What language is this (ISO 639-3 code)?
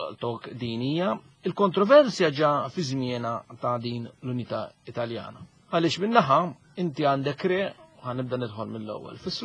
mlt